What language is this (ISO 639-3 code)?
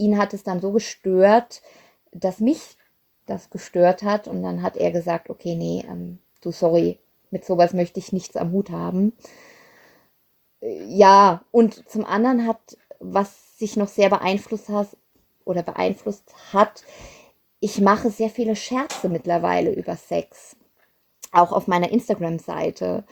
deu